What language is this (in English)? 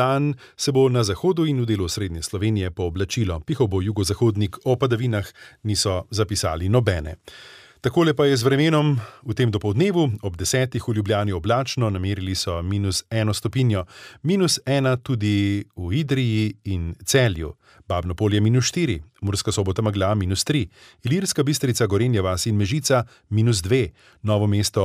Slovenian